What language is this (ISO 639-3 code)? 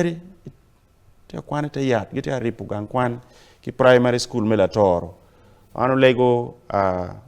ach